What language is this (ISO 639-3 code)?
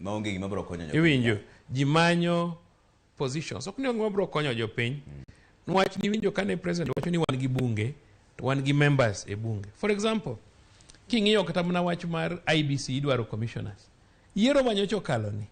luo